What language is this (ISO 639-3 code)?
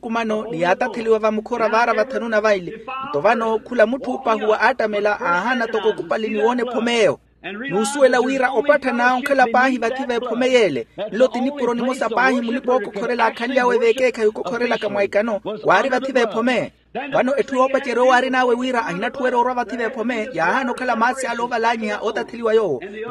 vmw